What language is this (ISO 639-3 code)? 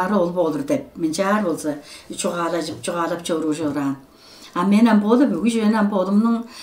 tyv